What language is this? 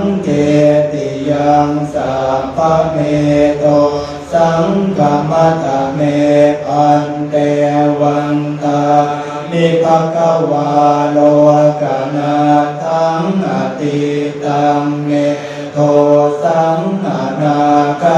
Pali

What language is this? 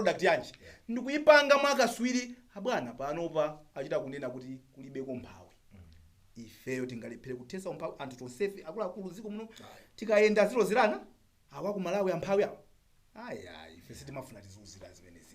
Nyanja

